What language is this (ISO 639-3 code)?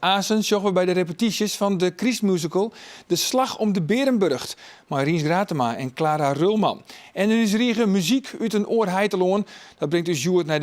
fry